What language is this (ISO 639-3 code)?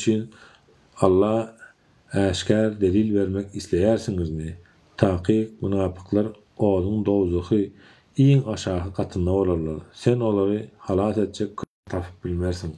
tuk